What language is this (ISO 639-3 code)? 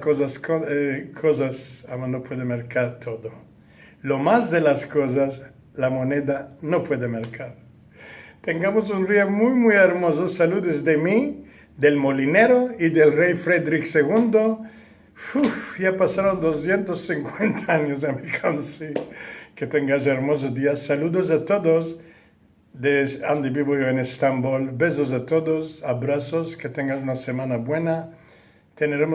lad